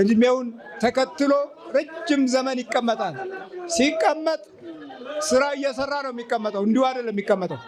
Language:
Amharic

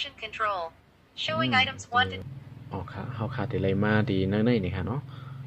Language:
Shan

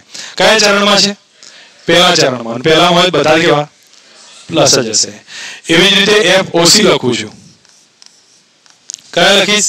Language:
Gujarati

